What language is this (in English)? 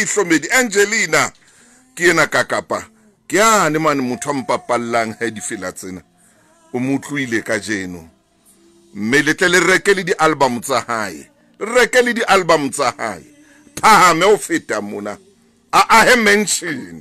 Southern Sotho